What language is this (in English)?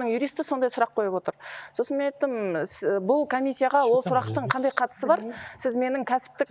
Kazakh